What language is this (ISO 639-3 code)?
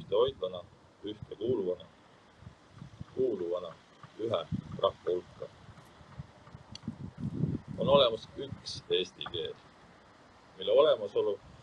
est